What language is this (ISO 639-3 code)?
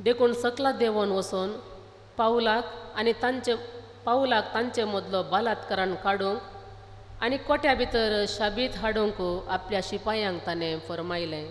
kok